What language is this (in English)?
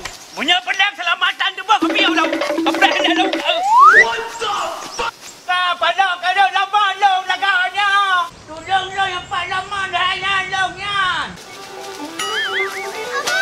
Malay